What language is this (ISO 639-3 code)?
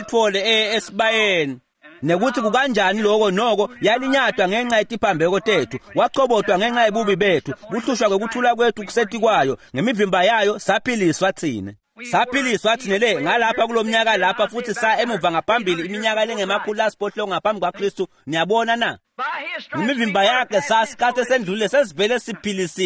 ssw